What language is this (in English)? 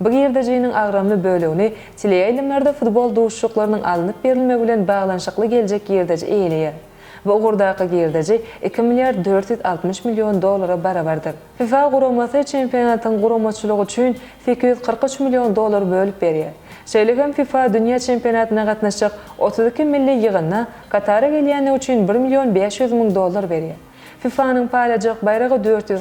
Turkmen